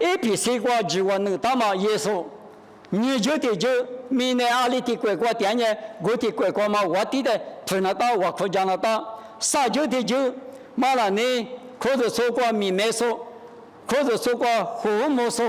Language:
Lisu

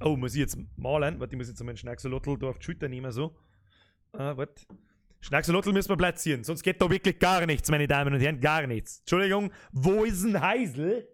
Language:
Bavarian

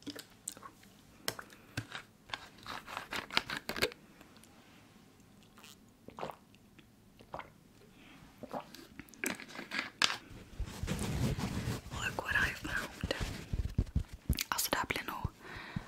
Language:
Swedish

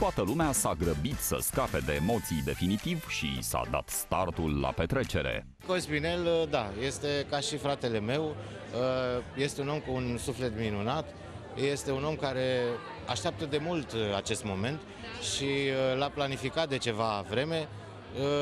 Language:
Romanian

